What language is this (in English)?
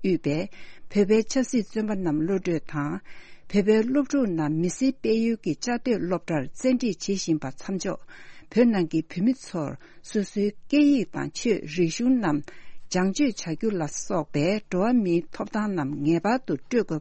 Tibetan